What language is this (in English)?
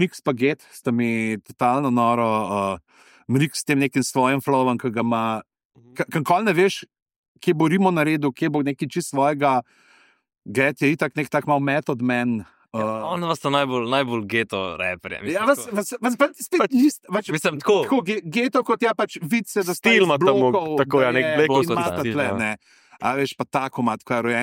Slovenian